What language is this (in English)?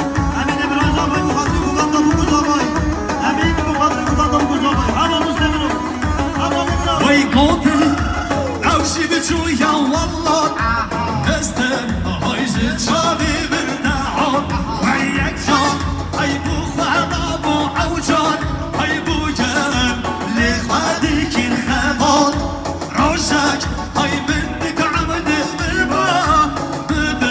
Kurdish